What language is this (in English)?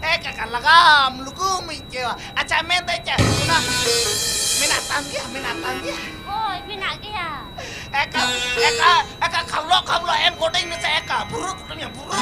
Santali